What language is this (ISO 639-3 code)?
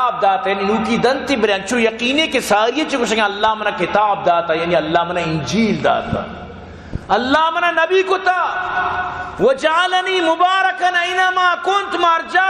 bal